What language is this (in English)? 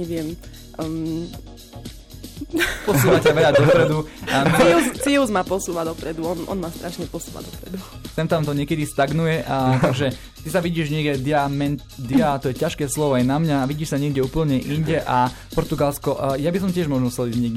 Slovak